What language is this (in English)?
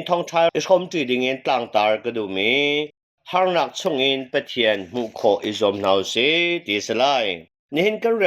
Hakha Chin